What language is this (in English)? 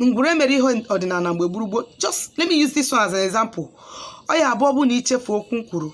Igbo